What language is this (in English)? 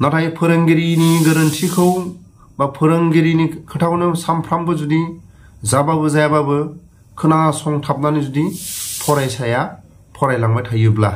Bodo